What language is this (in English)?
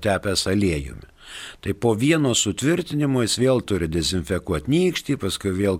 Lithuanian